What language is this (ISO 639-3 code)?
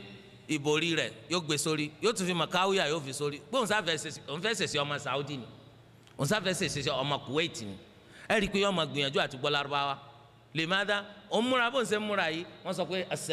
yor